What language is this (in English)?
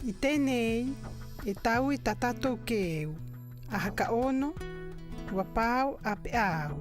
South Marquesan